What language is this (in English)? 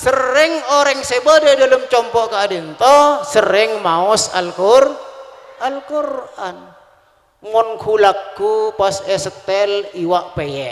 Madurese